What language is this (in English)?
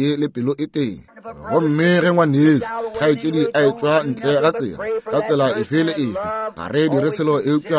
Northern Sotho